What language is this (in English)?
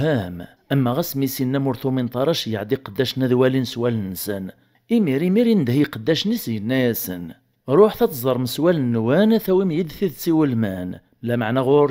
Kabyle